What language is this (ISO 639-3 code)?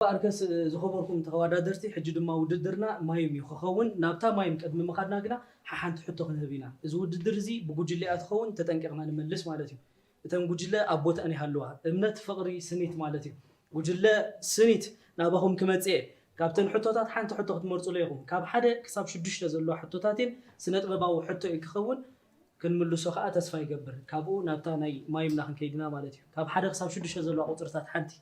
tir